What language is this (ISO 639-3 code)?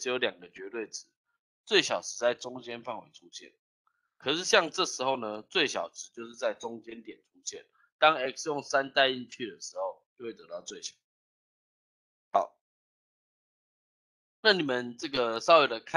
zho